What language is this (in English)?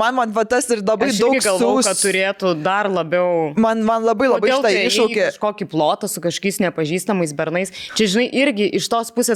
Lithuanian